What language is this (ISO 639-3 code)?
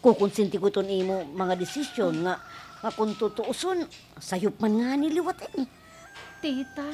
war